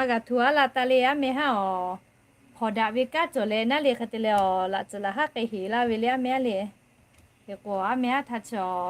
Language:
Lahu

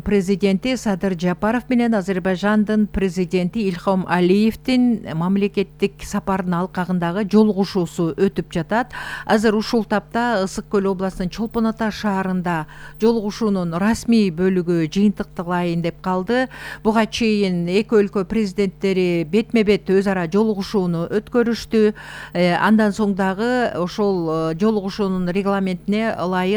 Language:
Kyrgyz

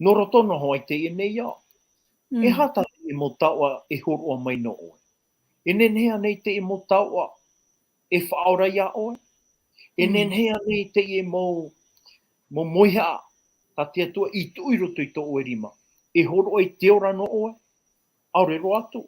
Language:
Tahitian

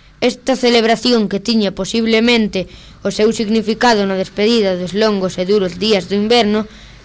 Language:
Galician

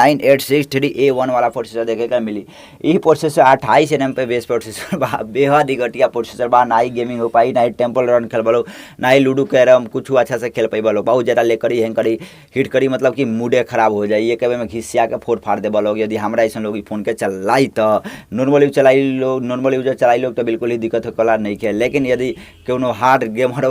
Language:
Bhojpuri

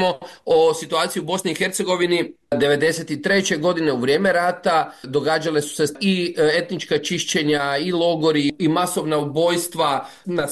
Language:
Croatian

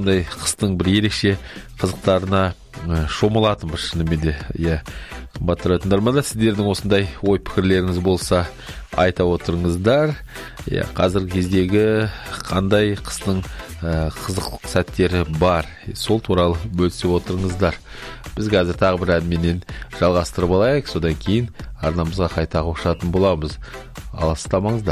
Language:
Kazakh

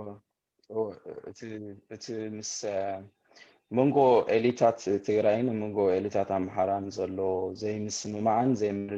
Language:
Tigrinya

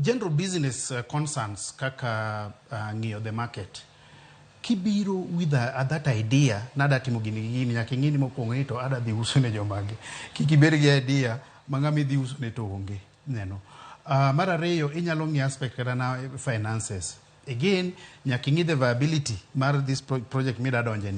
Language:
Luo (Kenya and Tanzania)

